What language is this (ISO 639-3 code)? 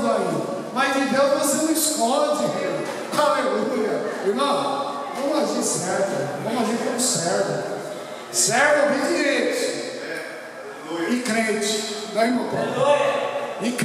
por